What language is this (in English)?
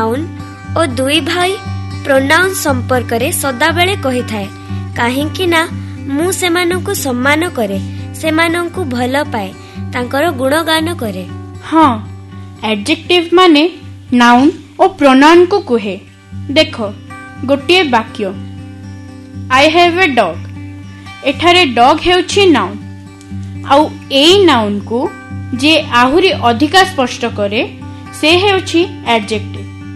Odia